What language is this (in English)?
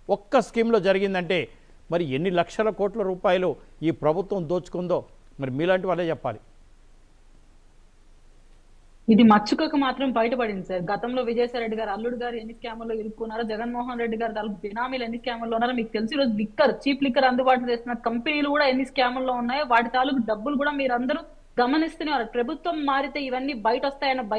Telugu